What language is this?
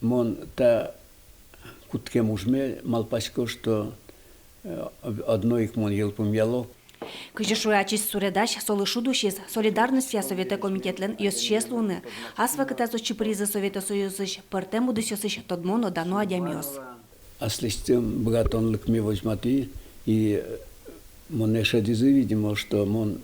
Udmurt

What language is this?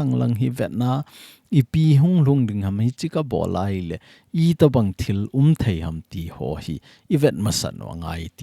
Thado Chin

